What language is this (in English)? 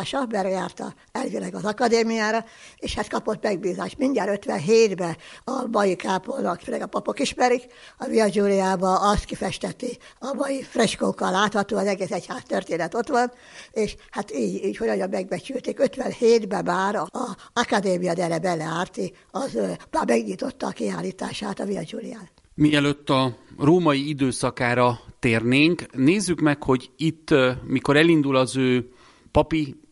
Hungarian